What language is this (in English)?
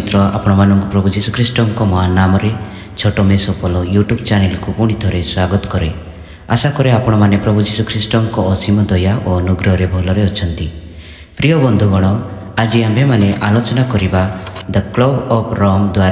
Odia